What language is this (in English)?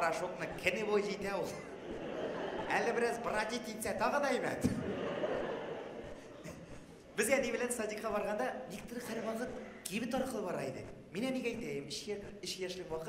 Tatar